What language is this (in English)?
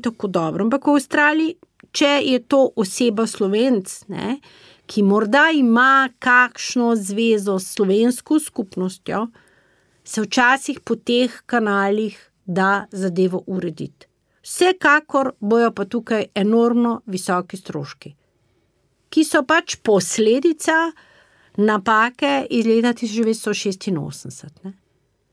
Slovenian